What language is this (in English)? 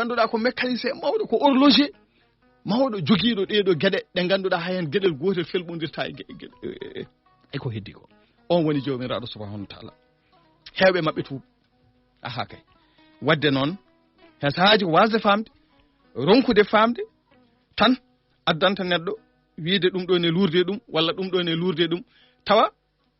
Fula